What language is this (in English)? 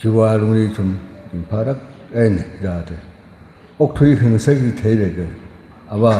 Tangkhul Naga (India)